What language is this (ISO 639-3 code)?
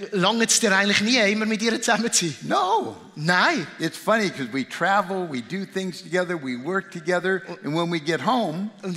gsw